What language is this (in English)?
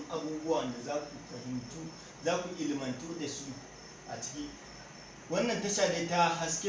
Hausa